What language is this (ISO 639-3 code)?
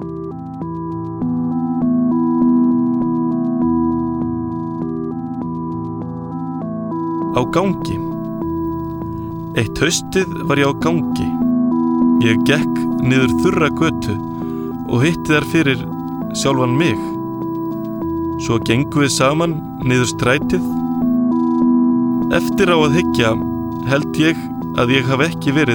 isl